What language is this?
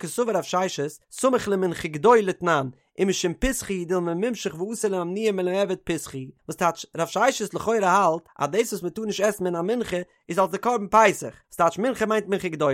Yiddish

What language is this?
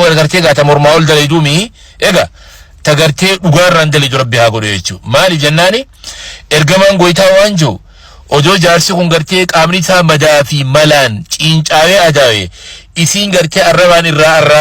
Oromo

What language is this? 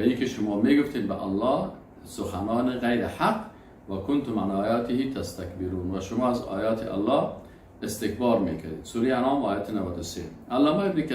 Persian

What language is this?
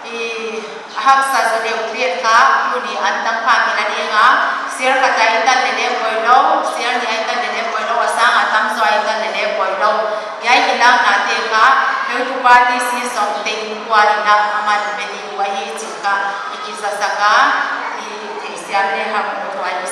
Paite Chin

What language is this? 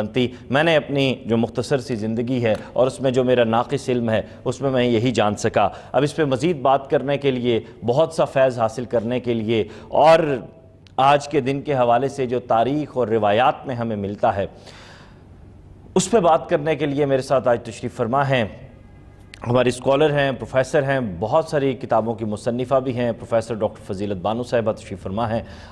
Urdu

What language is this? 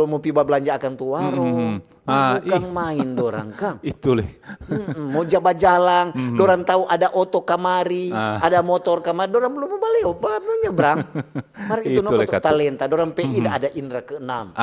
Manado Malay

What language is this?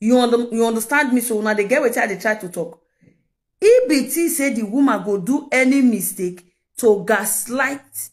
Nigerian Pidgin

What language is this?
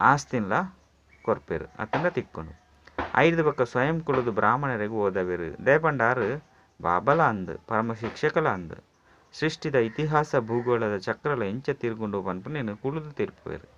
Tulu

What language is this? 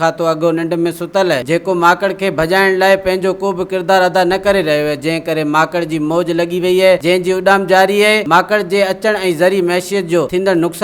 Sindhi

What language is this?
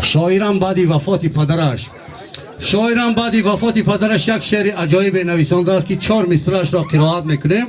Tajik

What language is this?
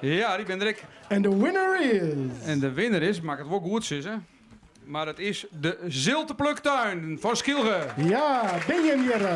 Western Frisian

